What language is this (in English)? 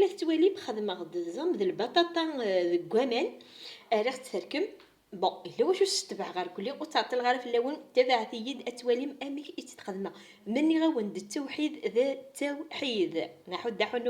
Kabyle